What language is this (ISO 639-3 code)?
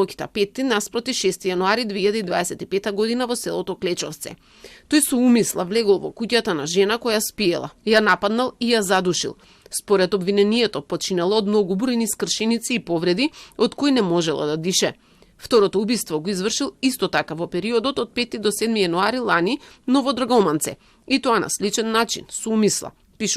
mkd